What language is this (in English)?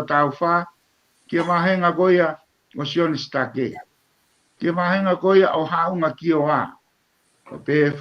Tongan